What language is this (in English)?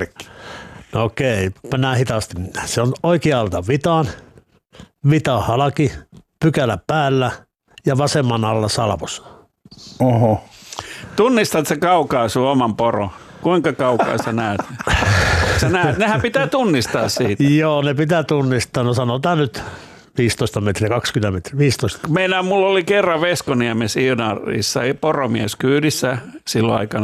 Finnish